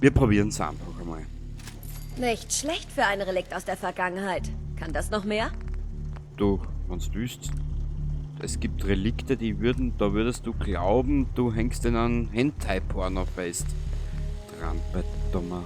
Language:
Bavarian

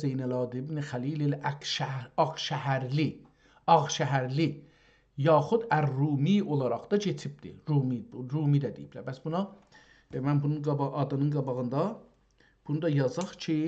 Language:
South Azerbaijani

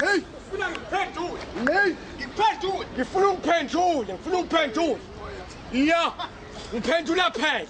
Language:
Zulu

